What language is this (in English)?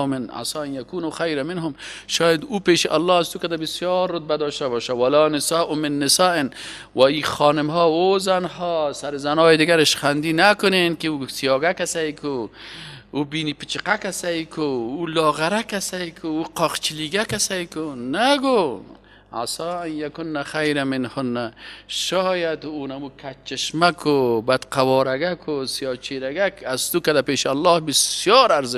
Persian